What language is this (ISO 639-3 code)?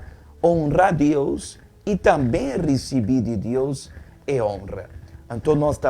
pap